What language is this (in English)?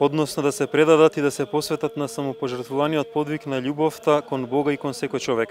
Macedonian